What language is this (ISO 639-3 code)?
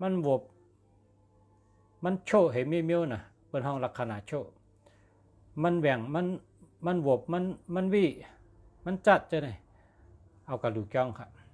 shn